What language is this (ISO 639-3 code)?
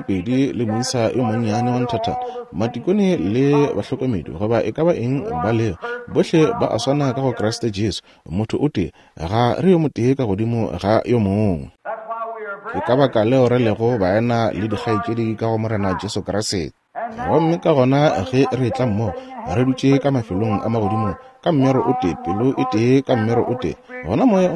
nso